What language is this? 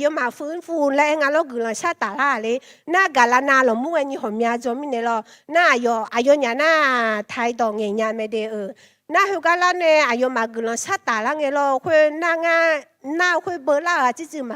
Akha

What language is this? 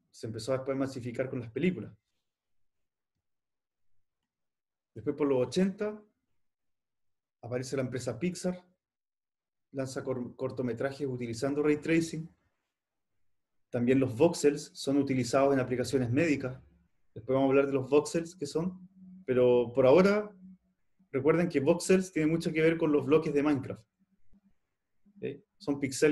Spanish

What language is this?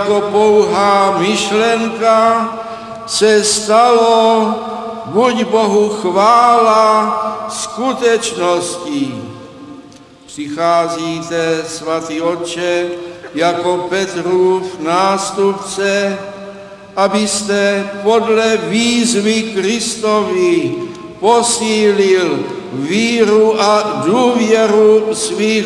Czech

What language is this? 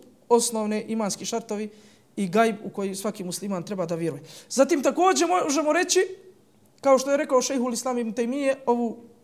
Bosnian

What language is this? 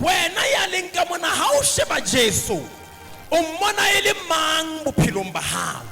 Southern Sotho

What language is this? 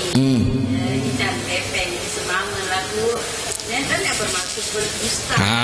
Sasak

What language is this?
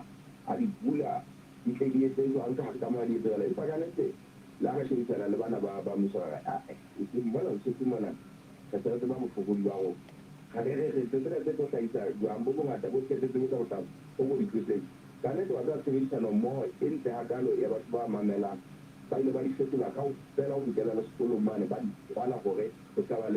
Southern Sotho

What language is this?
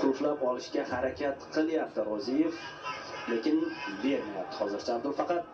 Uzbek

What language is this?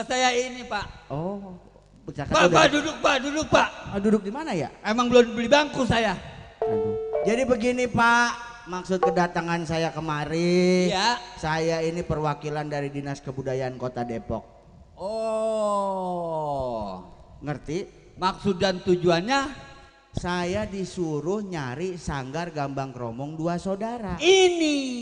Betawi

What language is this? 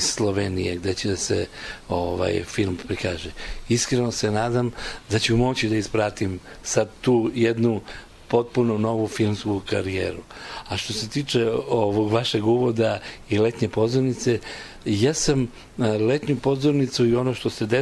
Serbian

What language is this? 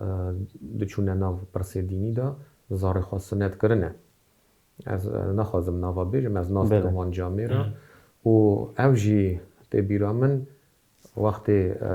Kurdish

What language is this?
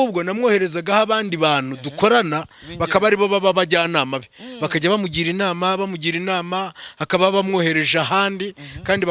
Kinyarwanda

